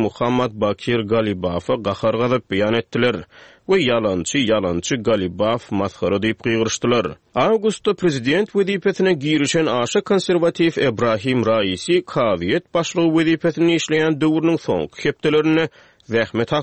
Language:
Turkmen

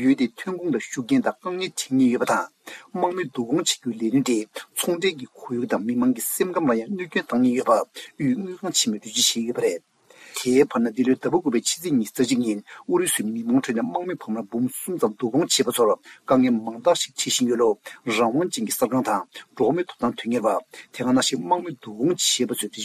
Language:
Tibetan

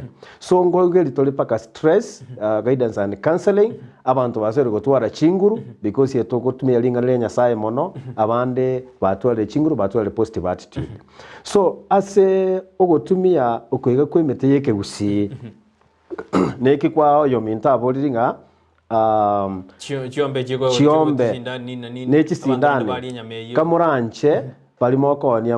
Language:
Gusii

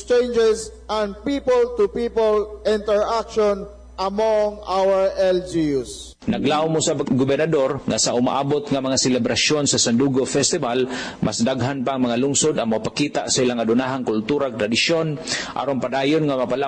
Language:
Cebuano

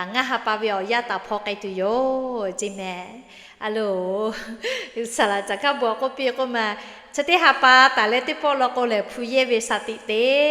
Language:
Lahu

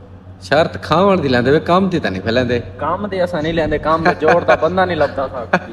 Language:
Saraiki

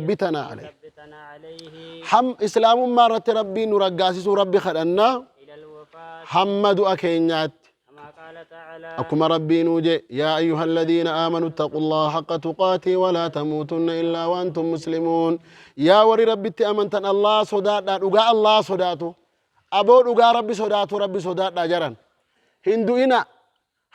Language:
Oromo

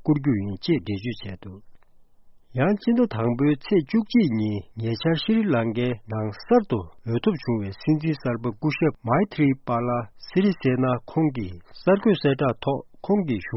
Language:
Tibetan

